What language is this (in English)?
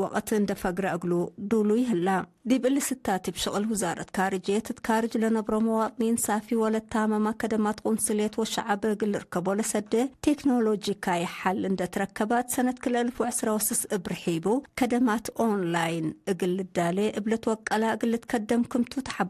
Tigre